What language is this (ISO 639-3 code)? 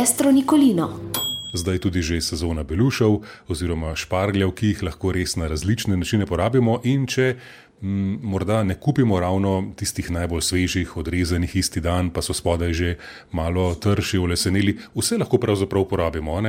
slv